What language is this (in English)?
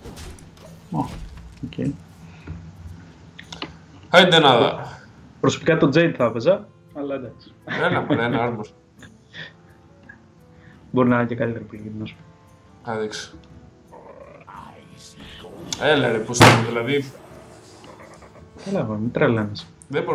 Greek